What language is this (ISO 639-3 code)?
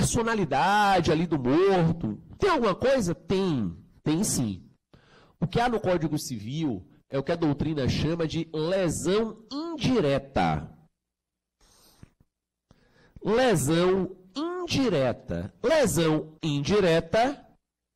por